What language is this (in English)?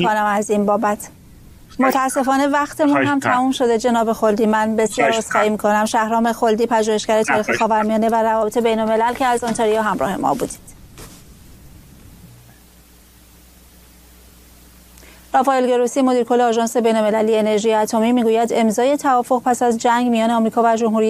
Persian